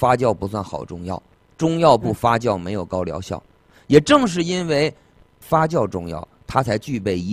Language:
Chinese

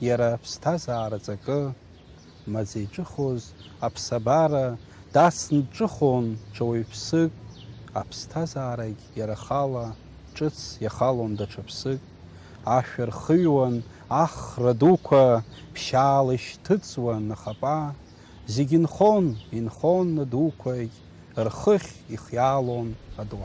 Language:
Abkhazian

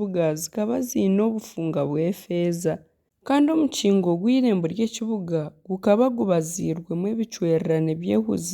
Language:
Nyankole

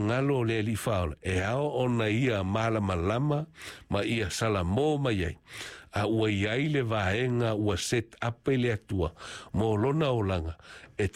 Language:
Samoan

